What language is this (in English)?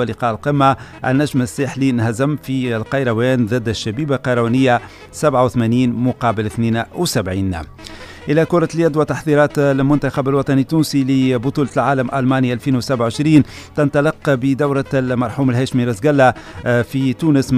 Tunisian Arabic